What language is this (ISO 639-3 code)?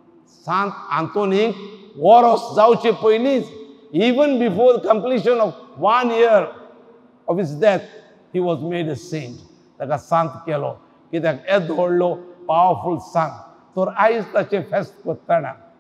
kok